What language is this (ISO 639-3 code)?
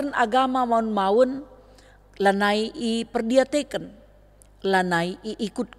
btx